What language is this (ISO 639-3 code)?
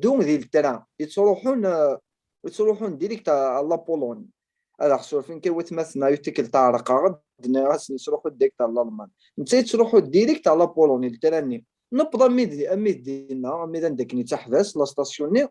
kab